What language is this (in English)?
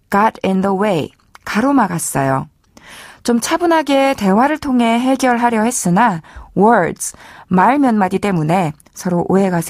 Korean